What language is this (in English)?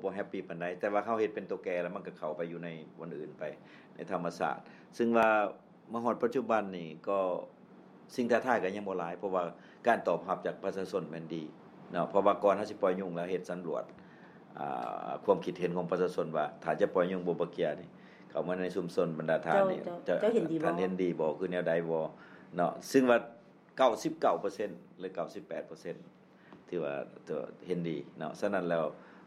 Lao